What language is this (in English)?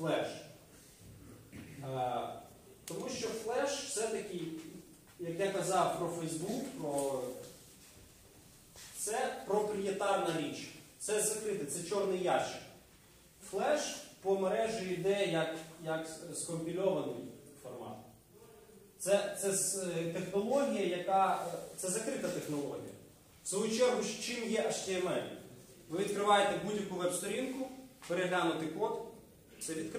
Ukrainian